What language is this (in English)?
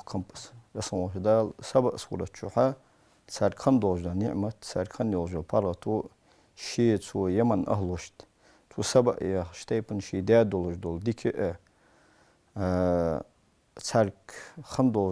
Ingush